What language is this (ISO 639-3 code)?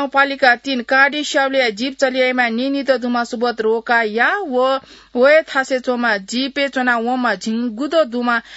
new